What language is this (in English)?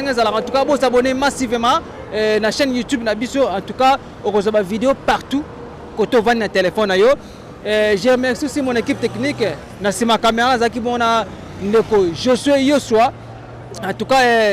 Lingala